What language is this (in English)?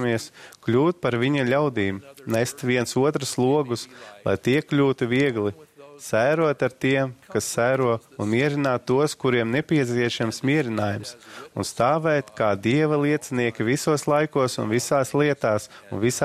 Latvian